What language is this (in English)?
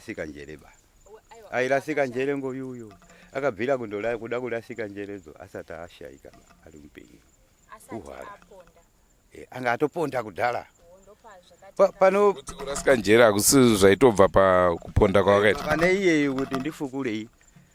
Shona